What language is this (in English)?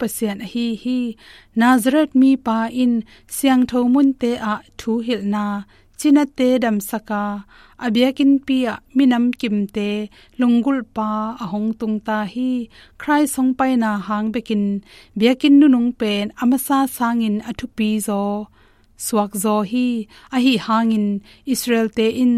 Tedim Chin